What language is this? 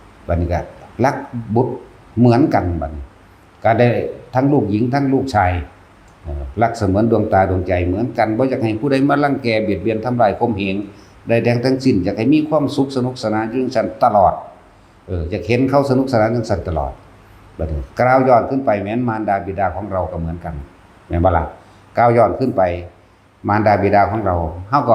Northeastern Thai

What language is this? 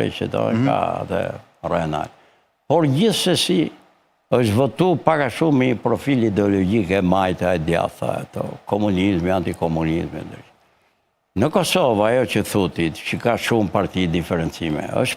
Albanian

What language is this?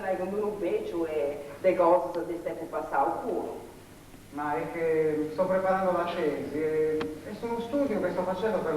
Sardinian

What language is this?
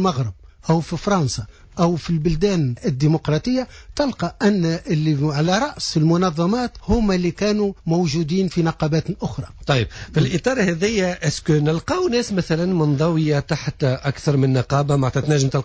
Tunisian Arabic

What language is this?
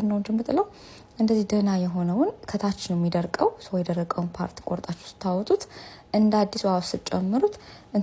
Amharic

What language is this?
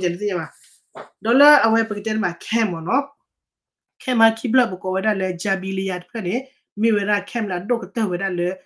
S'gaw Karen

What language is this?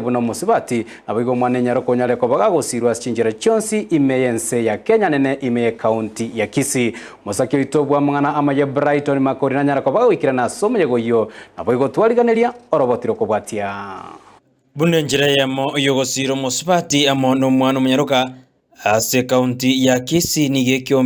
Gusii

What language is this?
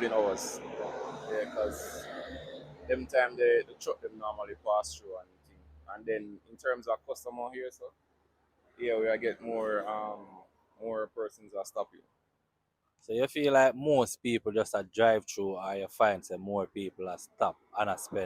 Jamaican Creole English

